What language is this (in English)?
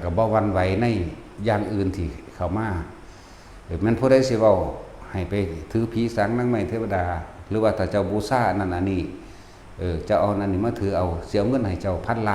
Northeastern Thai